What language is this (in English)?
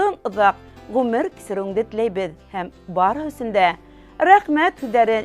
Bashkir